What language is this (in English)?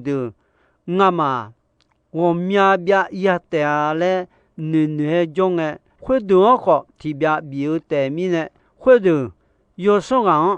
Akha